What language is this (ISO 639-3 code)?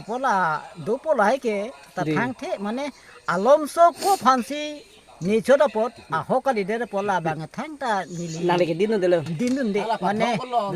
mjw